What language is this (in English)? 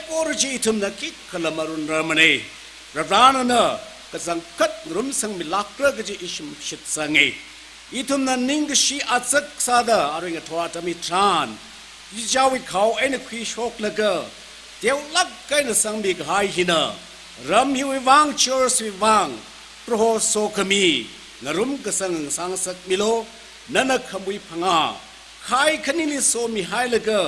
Tangkhul Naga (India)